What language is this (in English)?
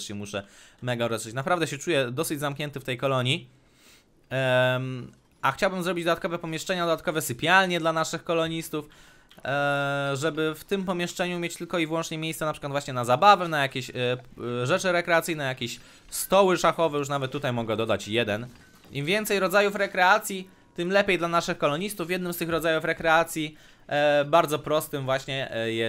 Polish